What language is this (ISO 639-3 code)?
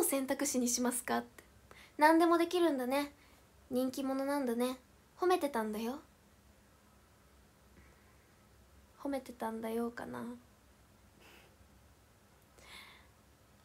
jpn